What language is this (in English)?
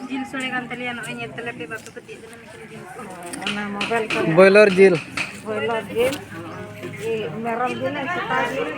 Santali